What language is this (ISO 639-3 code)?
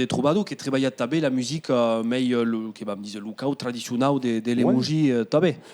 oci